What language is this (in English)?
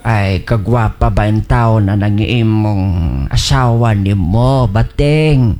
Cebuano